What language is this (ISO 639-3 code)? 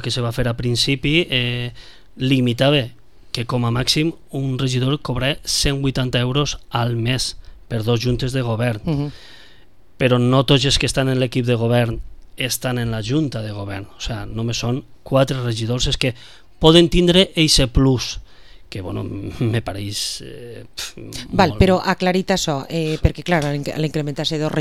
cat